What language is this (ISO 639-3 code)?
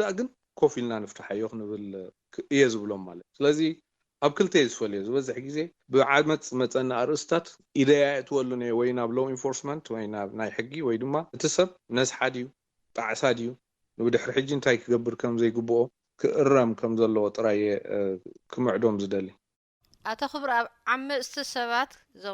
tir